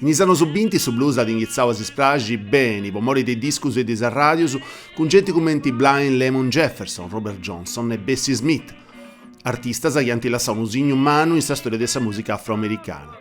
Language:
Sardinian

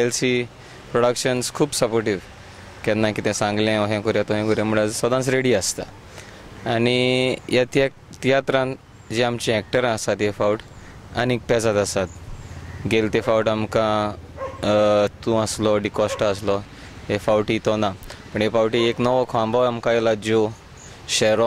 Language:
Konkani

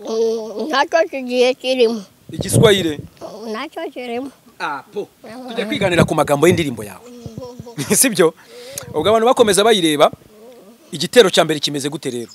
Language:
Kinyarwanda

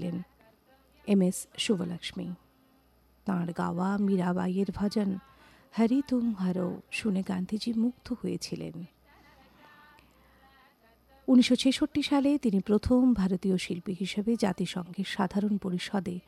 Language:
Bangla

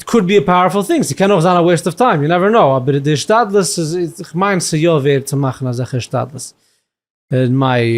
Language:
Yiddish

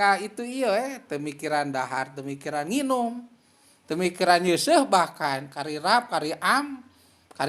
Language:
Sundanese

